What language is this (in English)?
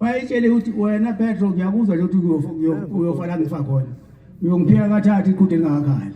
Zulu